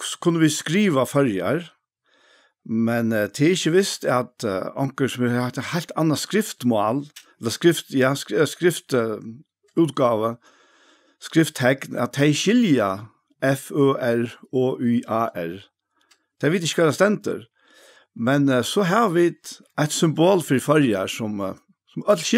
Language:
Faroese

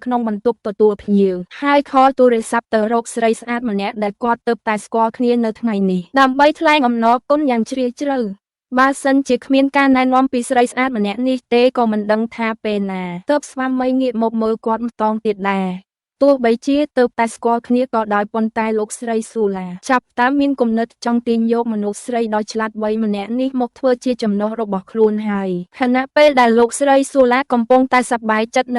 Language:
Khmer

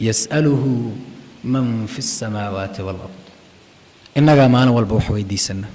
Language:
Somali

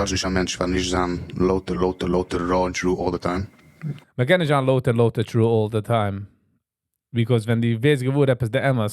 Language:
Yiddish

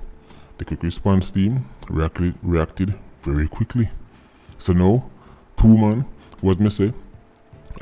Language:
Jamaican Creole English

